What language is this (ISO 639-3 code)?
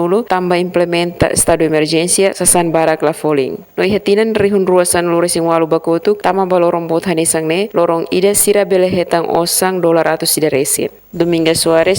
tet